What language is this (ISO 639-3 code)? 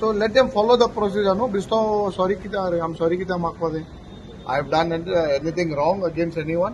kok